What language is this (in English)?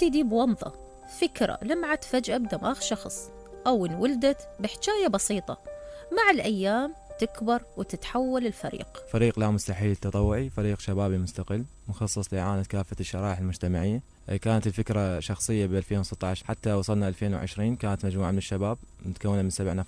Mesopotamian Arabic